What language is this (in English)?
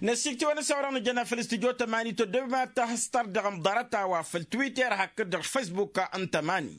Tamasheq